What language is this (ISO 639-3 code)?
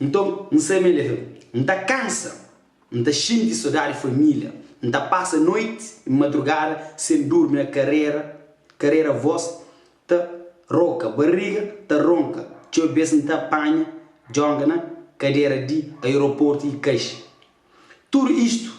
kea